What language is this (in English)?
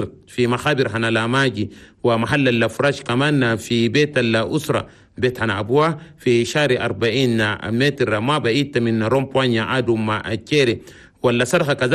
Chadian Arabic